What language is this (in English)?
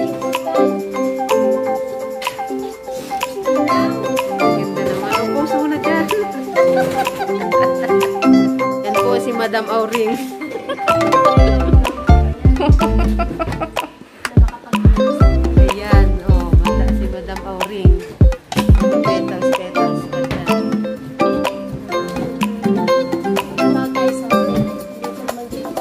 Filipino